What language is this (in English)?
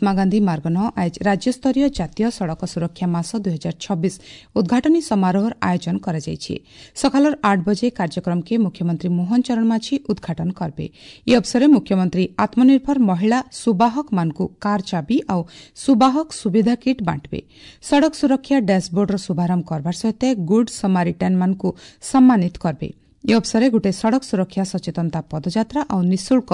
Odia